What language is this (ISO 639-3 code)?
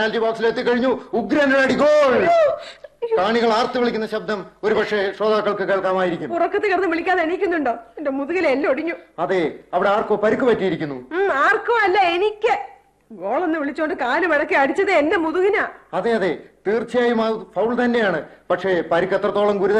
mal